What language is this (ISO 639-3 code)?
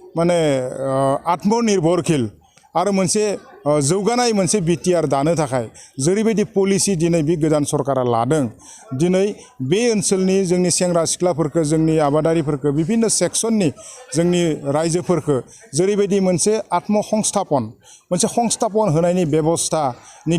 brx